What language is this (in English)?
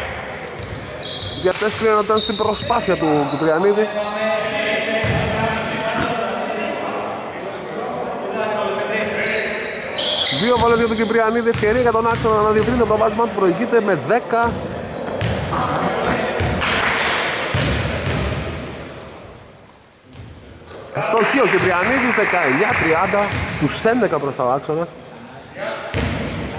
Greek